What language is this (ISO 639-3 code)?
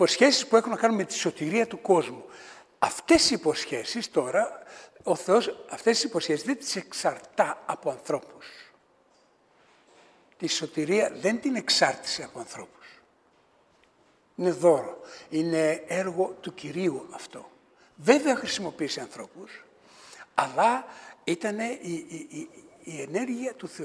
ell